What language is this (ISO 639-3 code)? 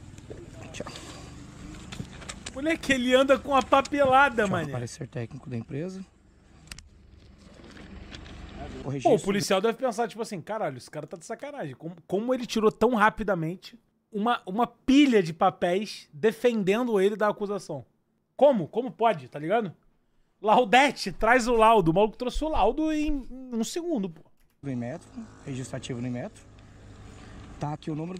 por